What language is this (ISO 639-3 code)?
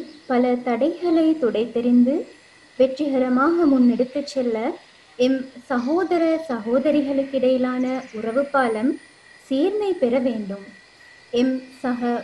tam